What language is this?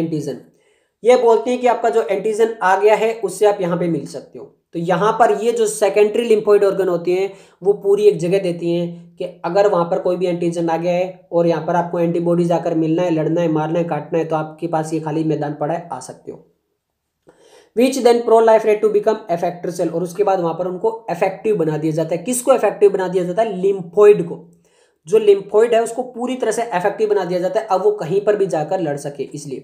Hindi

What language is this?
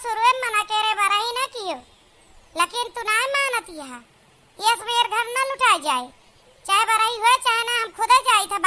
Awadhi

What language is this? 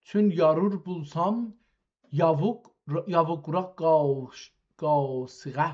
South Azerbaijani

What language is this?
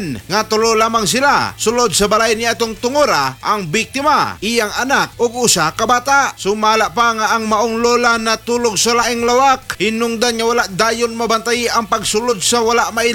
Cebuano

